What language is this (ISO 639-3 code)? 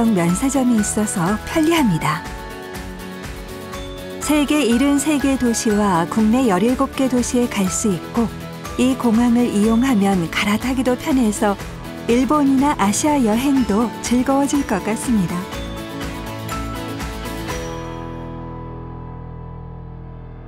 kor